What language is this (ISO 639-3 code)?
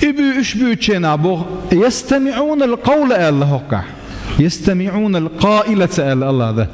che